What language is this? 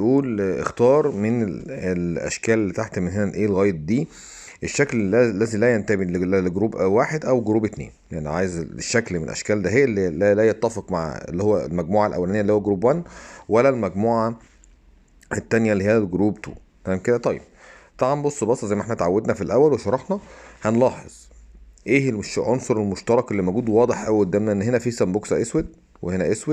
Egyptian Arabic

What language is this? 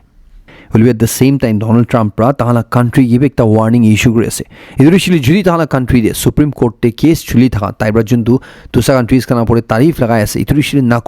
Naga Pidgin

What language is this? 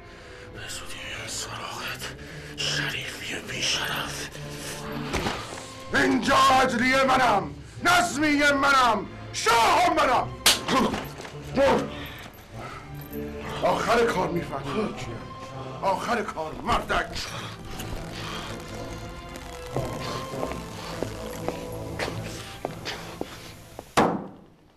Persian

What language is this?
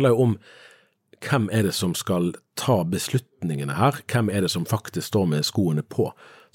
Norwegian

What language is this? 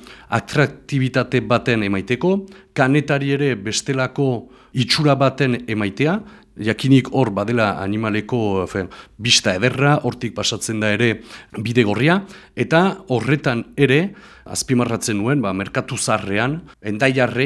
Basque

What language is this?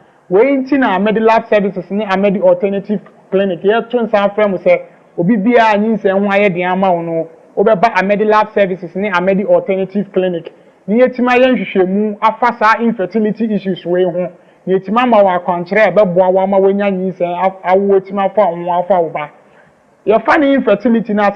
Akan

